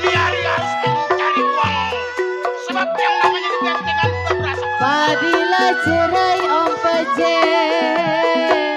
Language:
Betawi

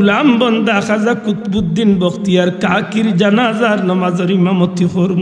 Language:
Sylheti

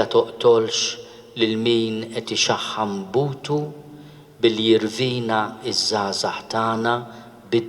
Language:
Maltese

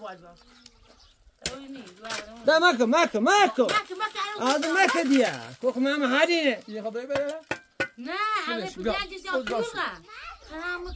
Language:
Persian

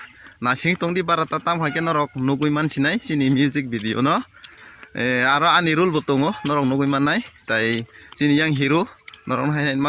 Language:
Kok Borok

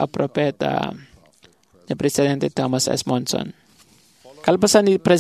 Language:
Iloko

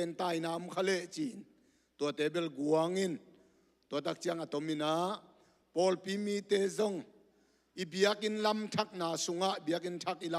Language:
Tedim Chin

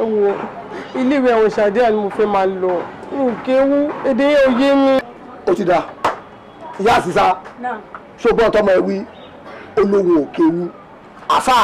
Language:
Yoruba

